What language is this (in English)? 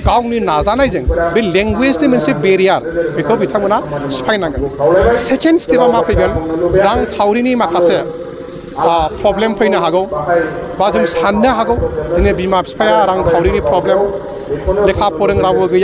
Bodo